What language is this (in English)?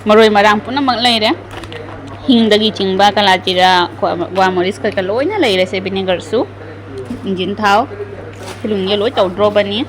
Manipuri